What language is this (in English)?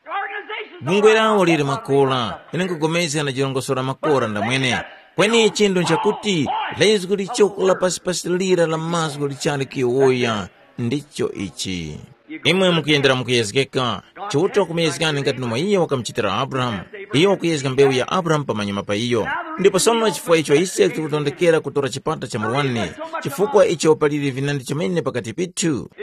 Tumbuka